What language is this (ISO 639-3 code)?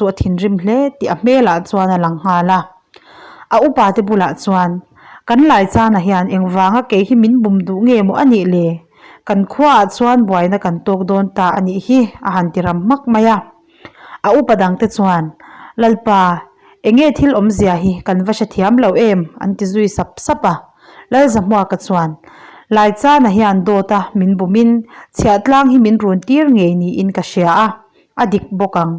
lus